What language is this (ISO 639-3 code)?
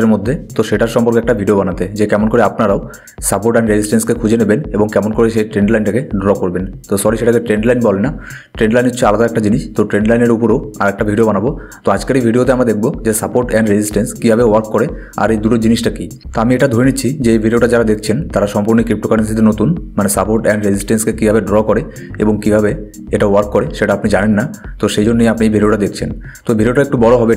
ben